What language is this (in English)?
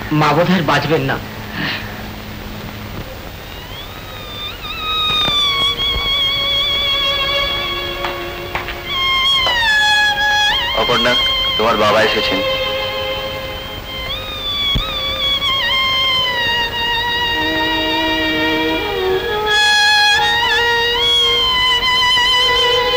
Bangla